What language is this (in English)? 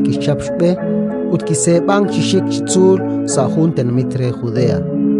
Kekchí